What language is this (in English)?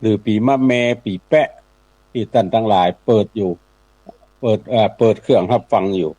Northern Thai